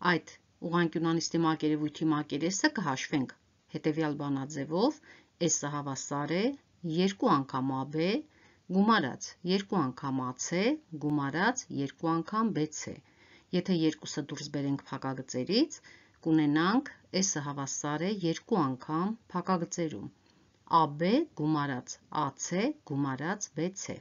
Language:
Armenian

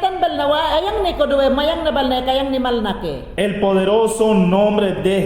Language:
Mayangna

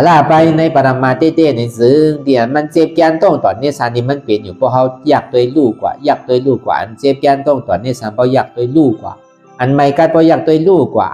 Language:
Shan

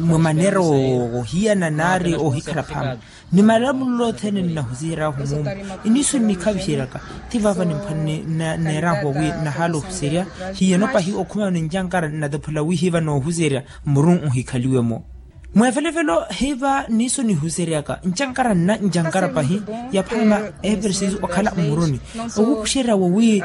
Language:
Makhuwa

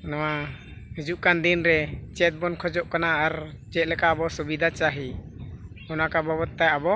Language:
Santali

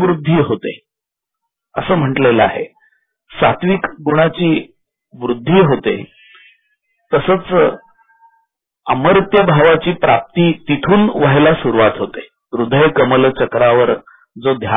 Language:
Marathi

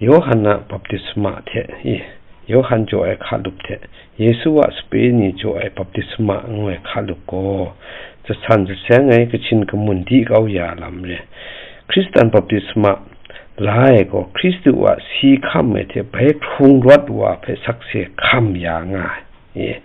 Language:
Kachin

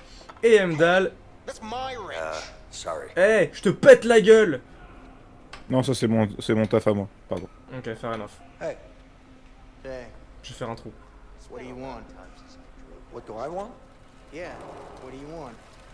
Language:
French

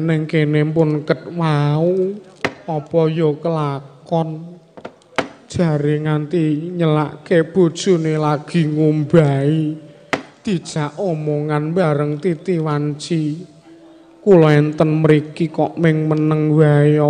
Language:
Javanese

